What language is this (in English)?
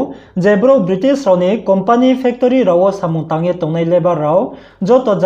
Riang (India)